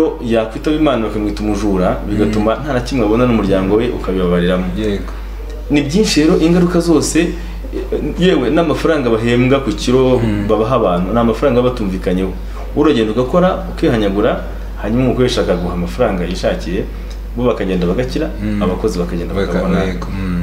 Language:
Kinyarwanda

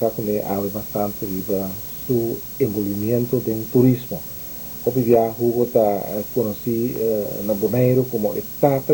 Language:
Papiamento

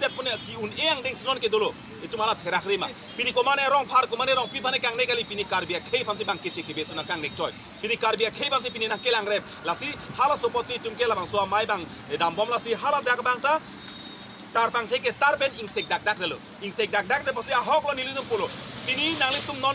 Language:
Karbi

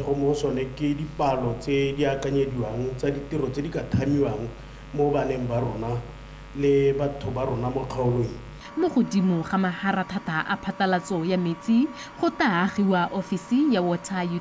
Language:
Tswana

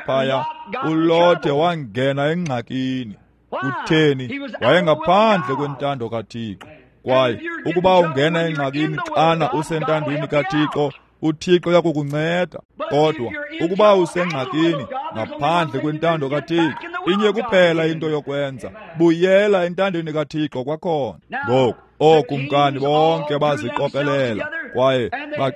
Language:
Xhosa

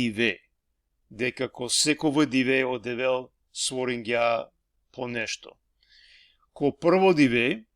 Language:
Balkan Romani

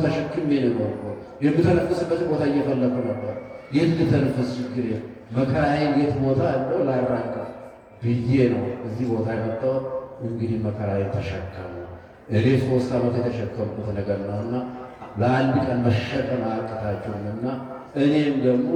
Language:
Amharic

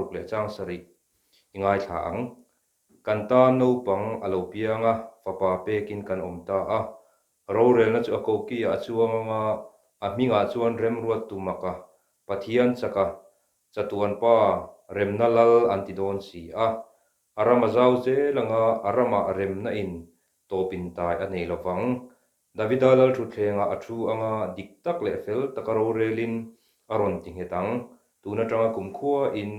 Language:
Mizo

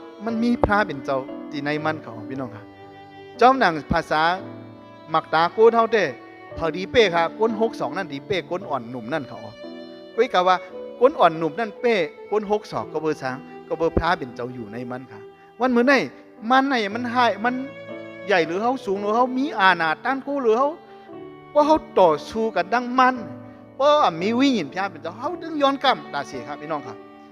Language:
Shan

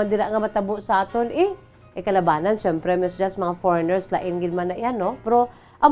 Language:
Hiligaynon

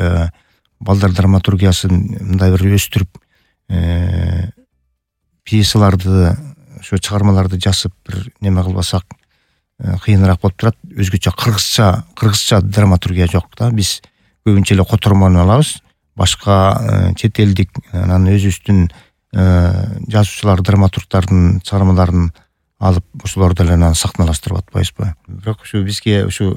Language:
Kyrgyz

